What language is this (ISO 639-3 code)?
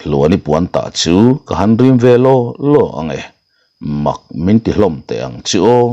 lus